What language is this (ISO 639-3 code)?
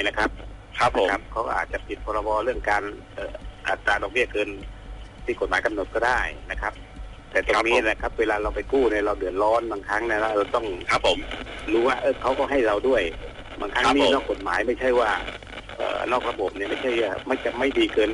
tha